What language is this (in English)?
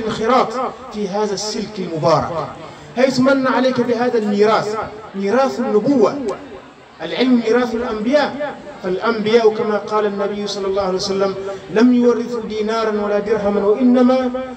Arabic